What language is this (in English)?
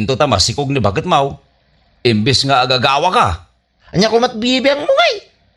Iloko